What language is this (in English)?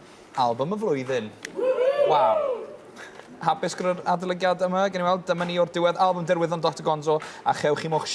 Welsh